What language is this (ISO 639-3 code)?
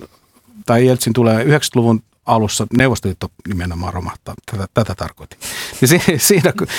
fin